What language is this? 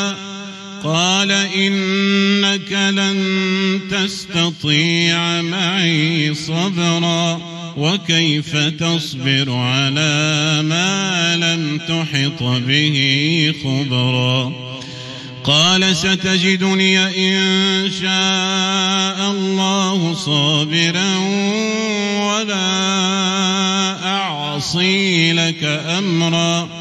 Arabic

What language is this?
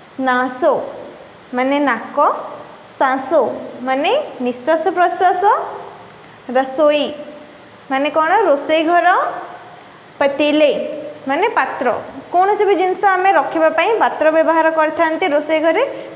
Odia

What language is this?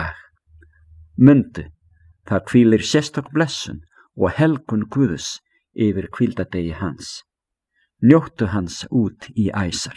Icelandic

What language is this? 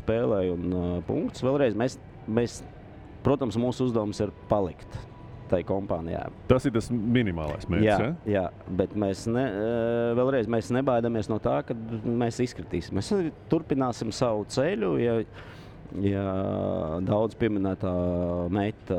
Latvian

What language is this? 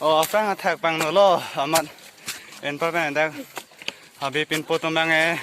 Karbi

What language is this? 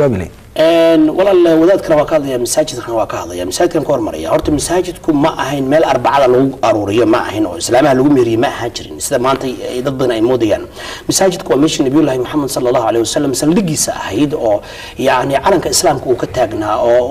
Somali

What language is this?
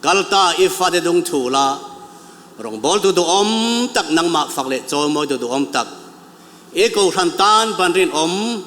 Mizo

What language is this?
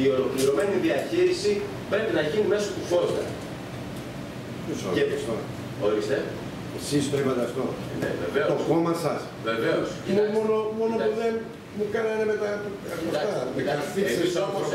Greek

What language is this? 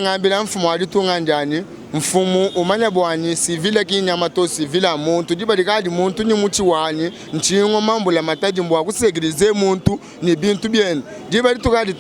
Luba-Lulua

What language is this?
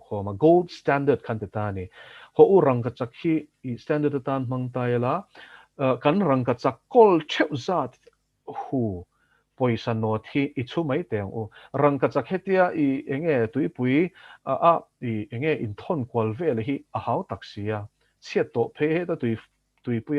Mizo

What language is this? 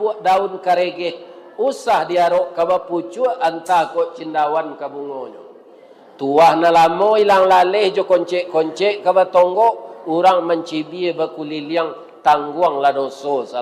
Minangkabau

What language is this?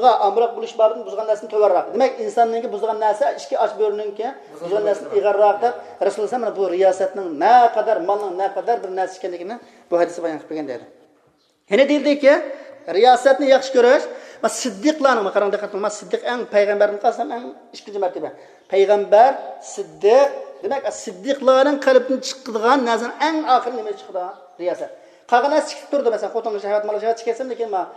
Uyghur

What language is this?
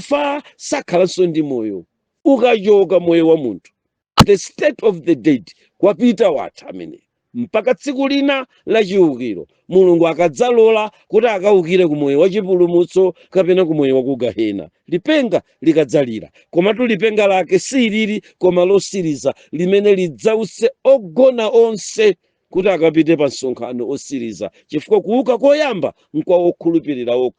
Nyanja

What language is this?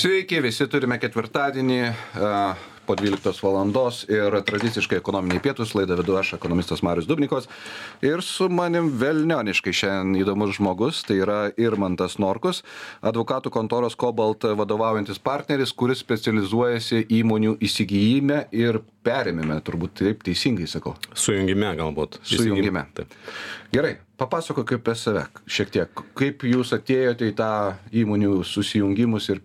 Lithuanian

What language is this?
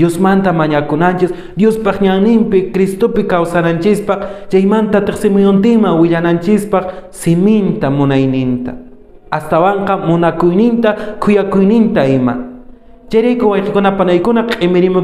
Quechua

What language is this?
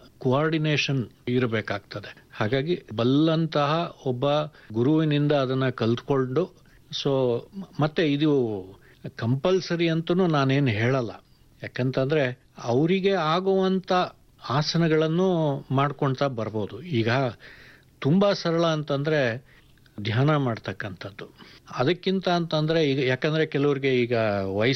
Kannada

